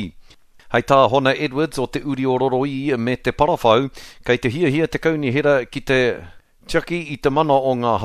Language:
Māori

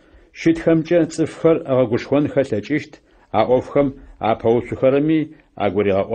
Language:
Adyghe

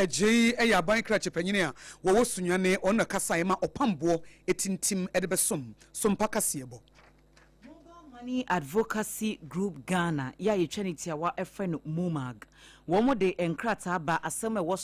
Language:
Akan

